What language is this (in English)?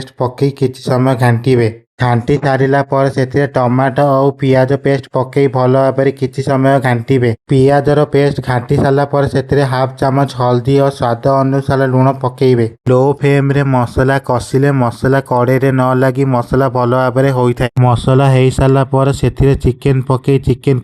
Odia